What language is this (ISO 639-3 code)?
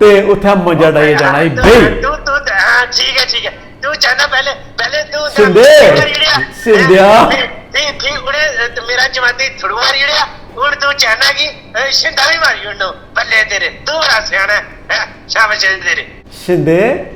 doi